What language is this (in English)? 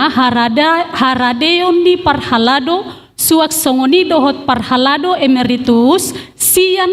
Batak Toba